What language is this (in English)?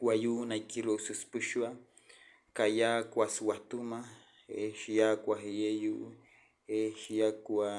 Wayuu